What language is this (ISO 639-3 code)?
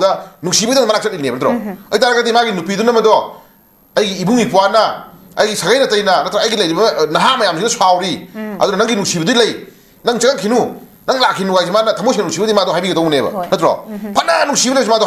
mni